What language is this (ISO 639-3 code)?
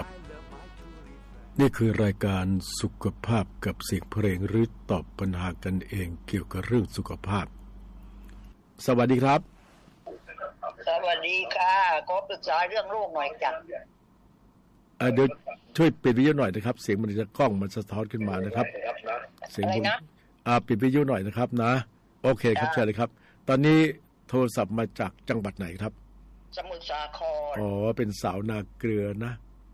tha